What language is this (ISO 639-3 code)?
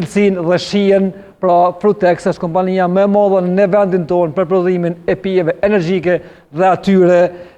sqi